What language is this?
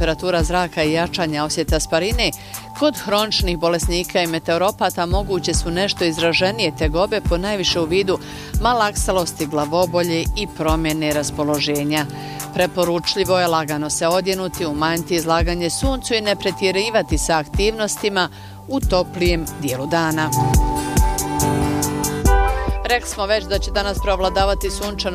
Bosnian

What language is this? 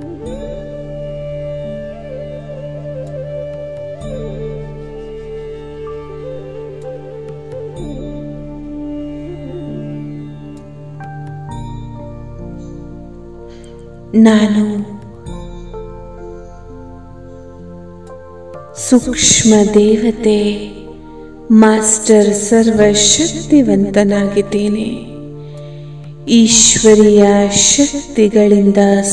Kannada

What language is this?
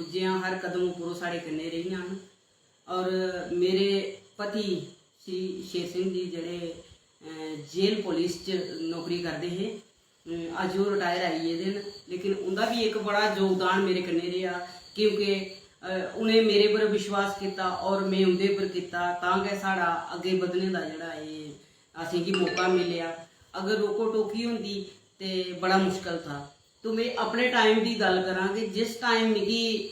Dogri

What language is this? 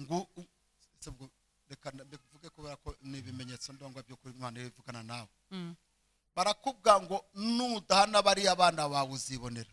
Kinyarwanda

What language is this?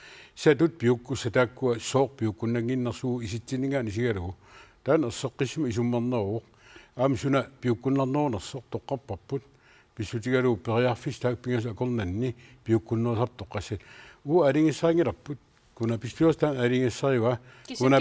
Kalaallisut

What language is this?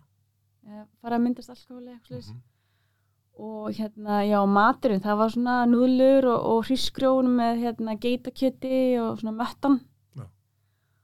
Icelandic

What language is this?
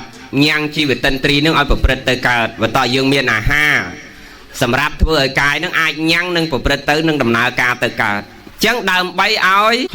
Khmer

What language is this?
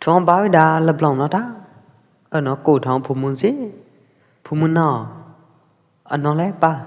Pwo Eastern Karen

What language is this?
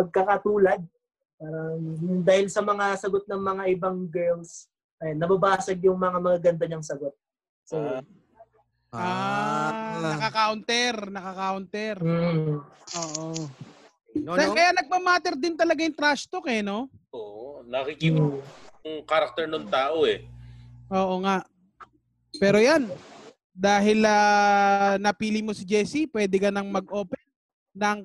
Filipino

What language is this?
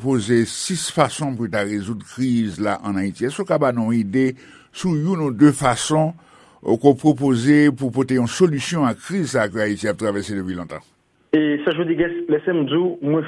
Haitian Creole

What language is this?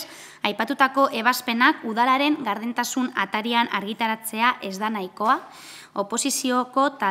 Basque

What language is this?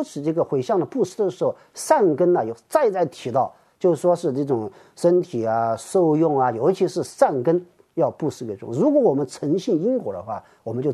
Chinese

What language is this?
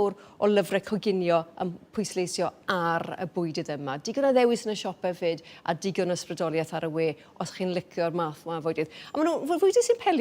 Welsh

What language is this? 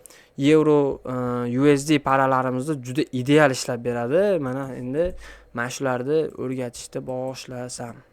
Uzbek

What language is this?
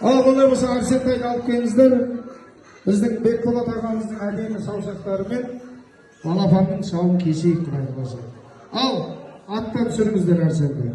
Kazakh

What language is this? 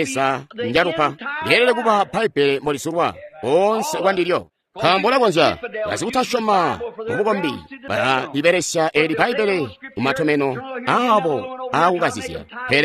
Tonga (Zambia)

